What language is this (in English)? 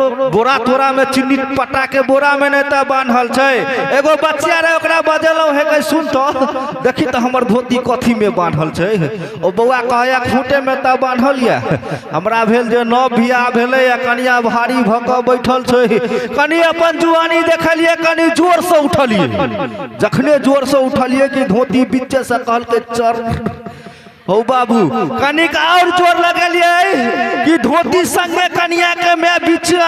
Maithili